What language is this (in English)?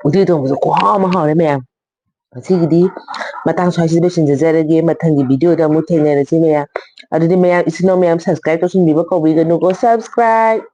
Manipuri